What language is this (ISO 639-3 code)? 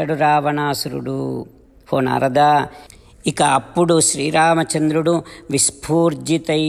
tel